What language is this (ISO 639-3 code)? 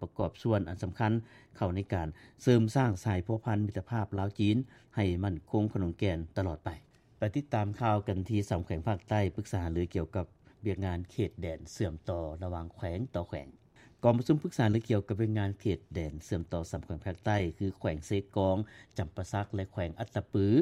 lao